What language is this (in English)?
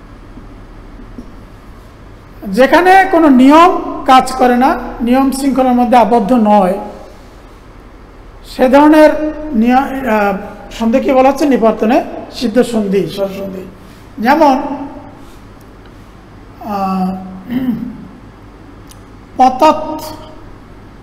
Bangla